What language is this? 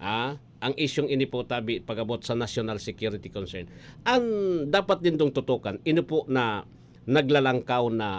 Bikol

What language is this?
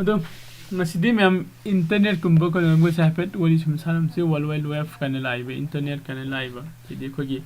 Manipuri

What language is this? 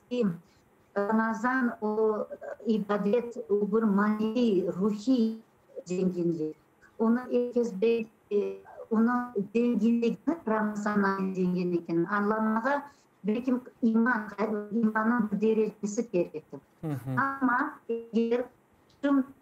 Crimean Tatar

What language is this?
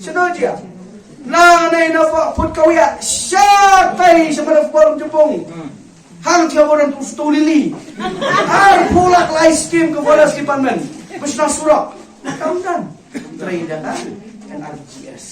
Khasi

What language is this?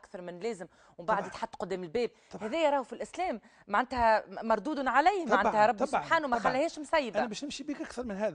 Tunisian Arabic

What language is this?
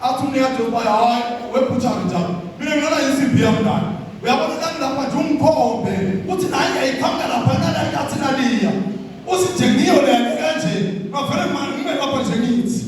Zulu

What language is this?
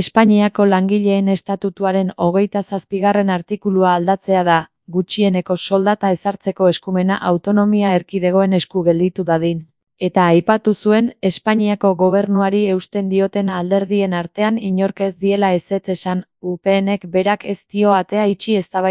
Basque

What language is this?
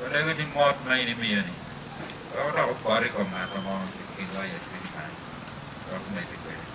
Acoli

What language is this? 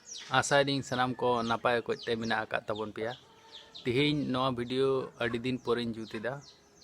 Santali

